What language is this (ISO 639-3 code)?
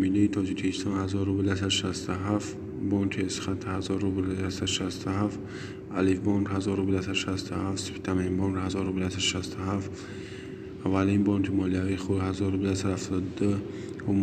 tgk